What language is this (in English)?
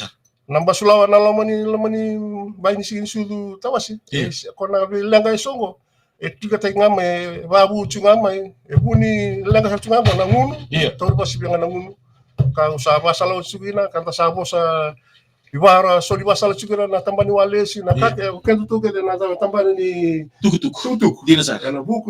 Fijian